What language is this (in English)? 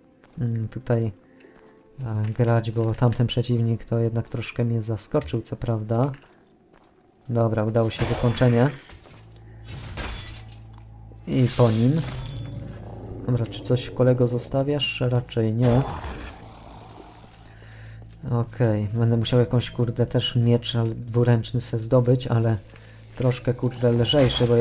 Polish